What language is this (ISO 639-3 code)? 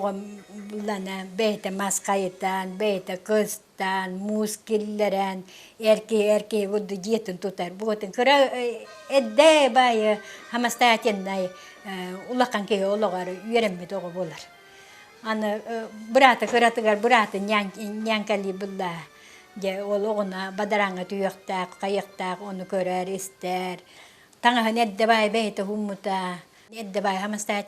sah